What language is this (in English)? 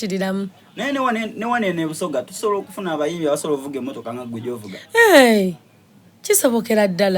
Soga